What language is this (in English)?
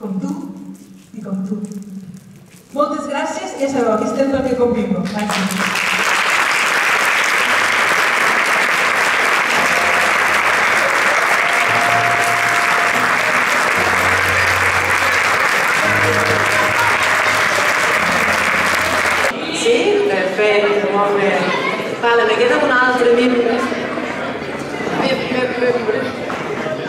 Catalan